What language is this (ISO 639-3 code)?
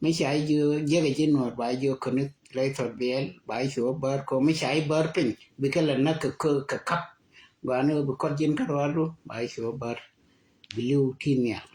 nus